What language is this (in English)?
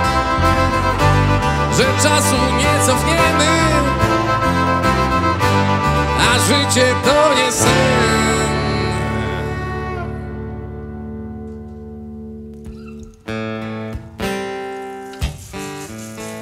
Polish